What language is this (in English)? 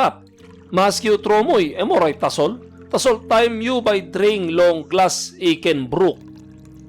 Tok Pisin